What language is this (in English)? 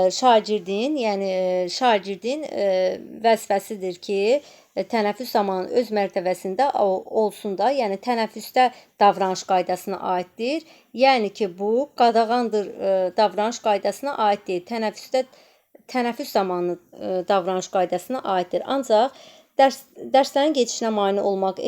Azerbaijani